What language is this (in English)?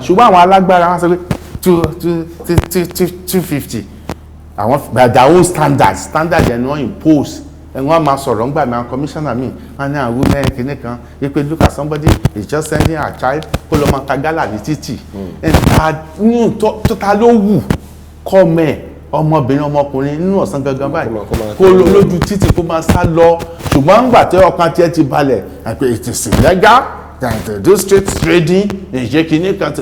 Yoruba